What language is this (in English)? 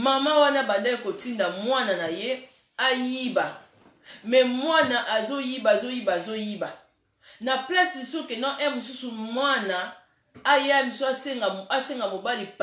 Lingala